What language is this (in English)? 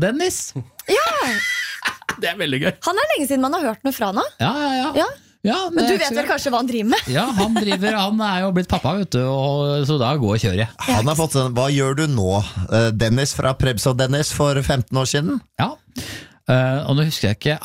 Norwegian